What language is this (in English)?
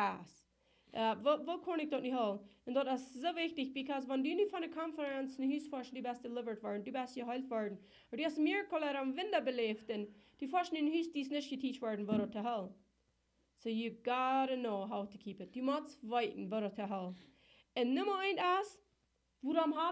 Plautdietsch